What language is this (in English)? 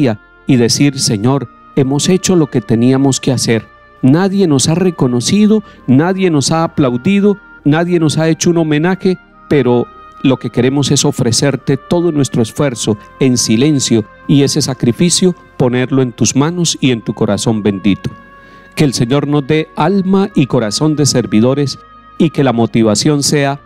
Spanish